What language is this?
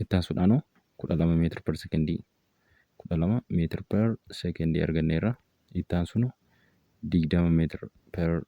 Oromo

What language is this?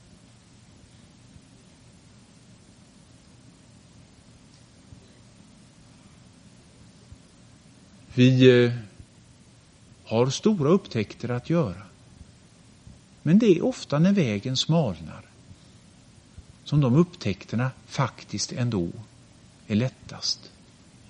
Swedish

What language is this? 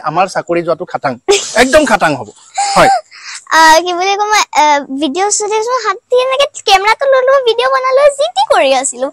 Assamese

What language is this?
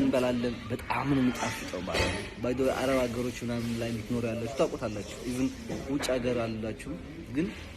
Amharic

